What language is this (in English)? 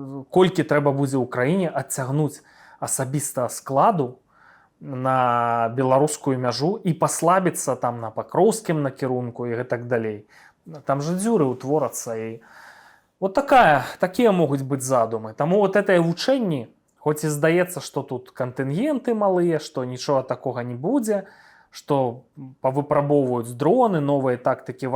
Belarusian